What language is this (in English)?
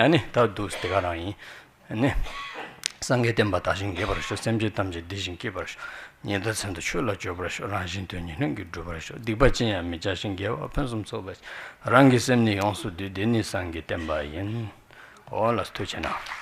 Tibetan